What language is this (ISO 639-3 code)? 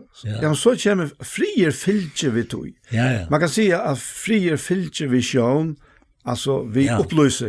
fao